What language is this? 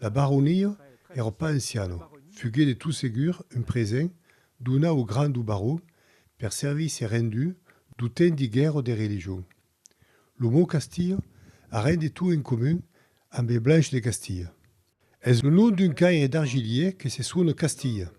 Occitan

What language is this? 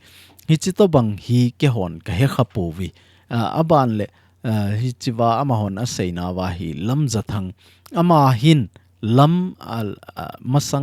Thado Chin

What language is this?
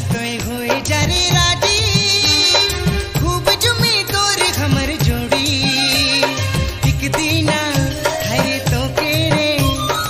Sadri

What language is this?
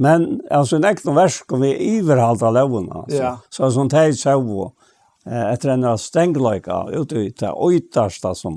Faroese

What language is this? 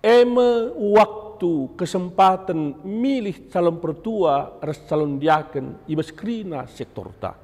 Batak Karo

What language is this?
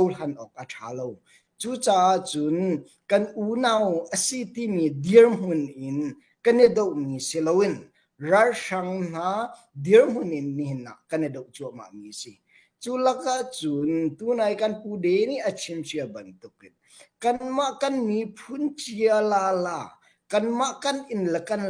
Hakha Chin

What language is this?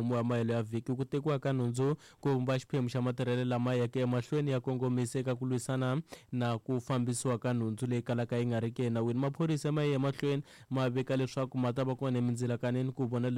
Tsonga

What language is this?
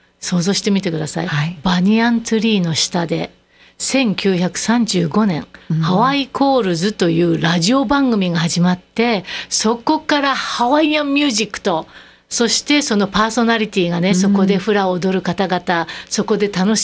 Japanese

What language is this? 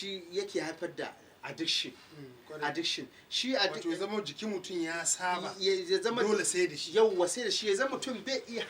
Hausa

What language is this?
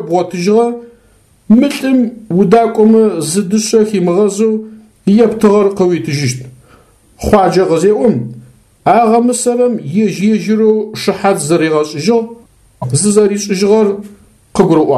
Adyghe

